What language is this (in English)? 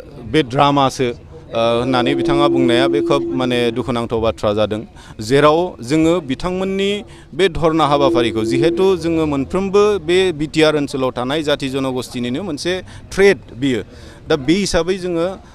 Bodo